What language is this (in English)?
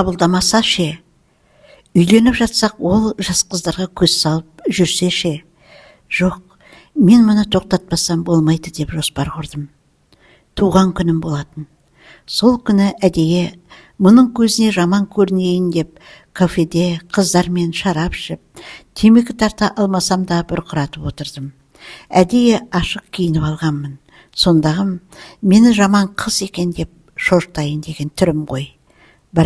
Kazakh